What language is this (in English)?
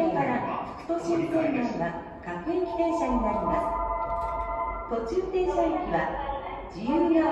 Japanese